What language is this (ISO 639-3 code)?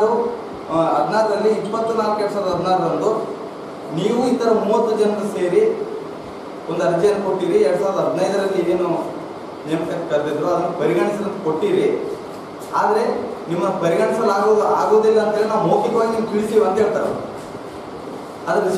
kan